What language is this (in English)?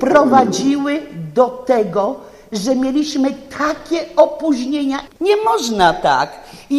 Polish